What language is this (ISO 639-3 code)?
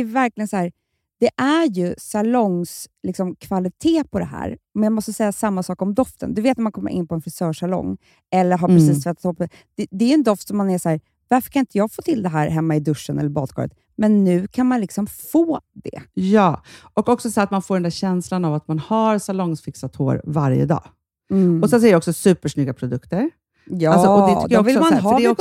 swe